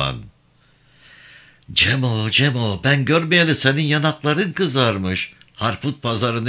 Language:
Turkish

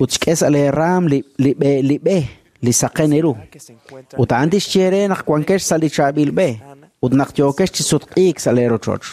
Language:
Kekchí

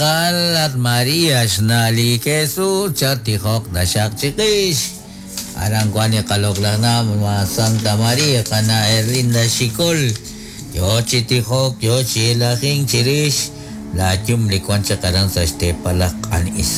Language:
Kekchí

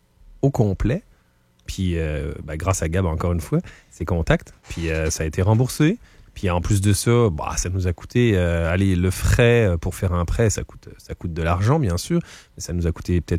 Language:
French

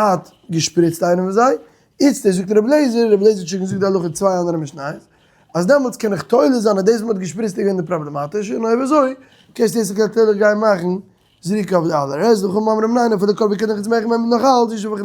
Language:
Yiddish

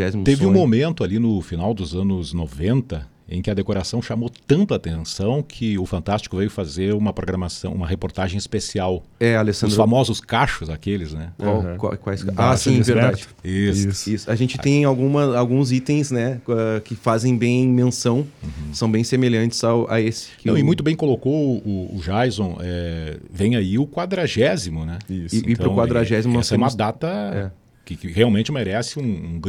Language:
Portuguese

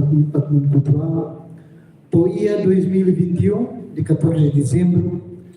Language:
Tetum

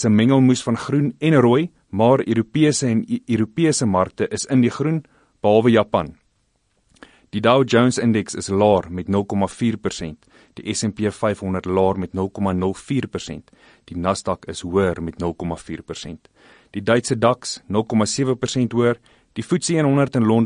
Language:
Afrikaans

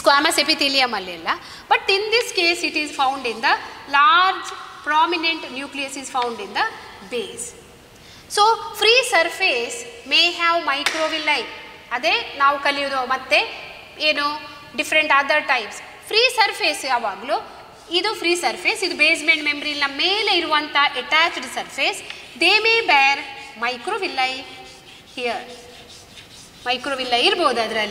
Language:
Kannada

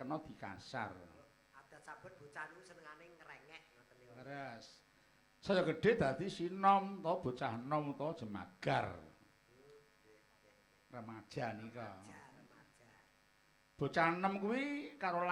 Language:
Javanese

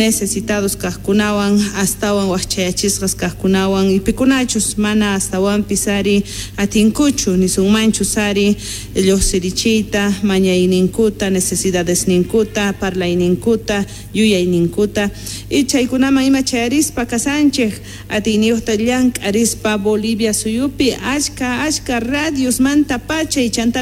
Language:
South Bolivian Quechua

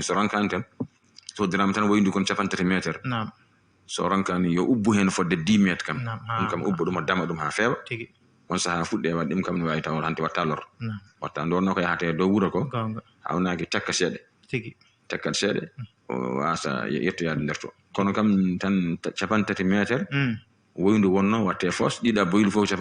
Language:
Fula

